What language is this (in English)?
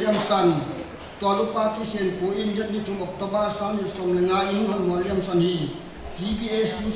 Paite Chin